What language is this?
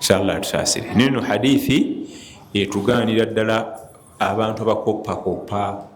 Ganda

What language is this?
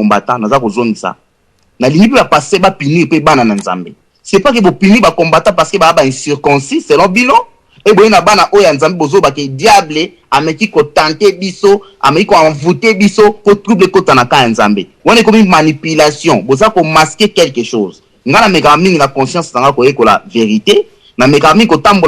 Lingala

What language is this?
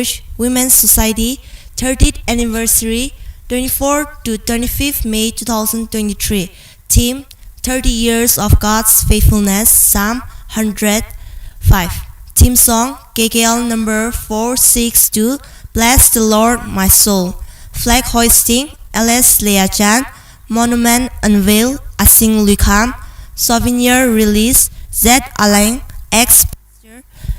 Tangkhul Naga (India)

